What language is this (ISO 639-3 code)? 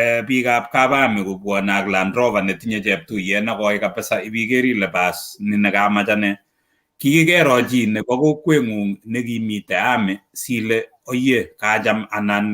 kln